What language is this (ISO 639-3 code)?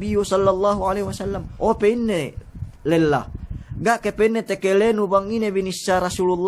yka